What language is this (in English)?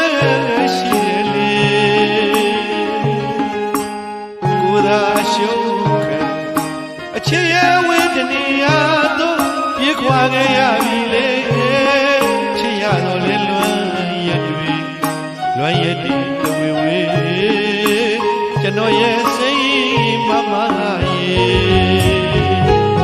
Burmese